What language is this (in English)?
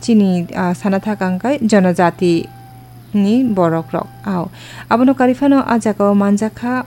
Kok Borok